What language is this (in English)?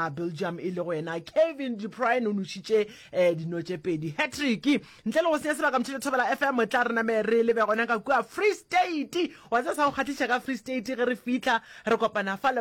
Northern Sotho